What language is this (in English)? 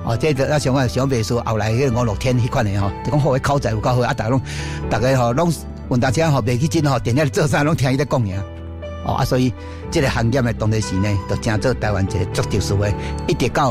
Min Nan Chinese